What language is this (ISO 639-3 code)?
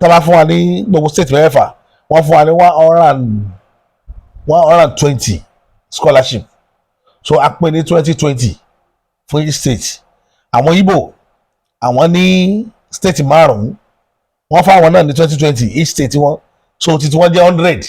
yor